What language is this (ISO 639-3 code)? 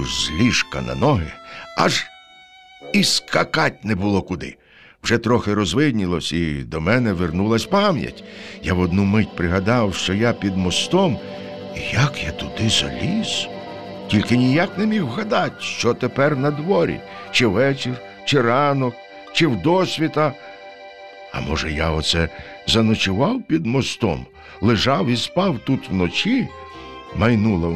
ukr